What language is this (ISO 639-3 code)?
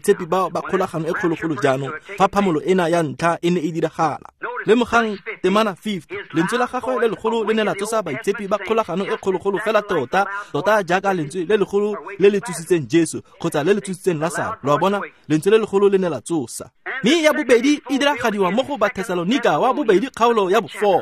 tsn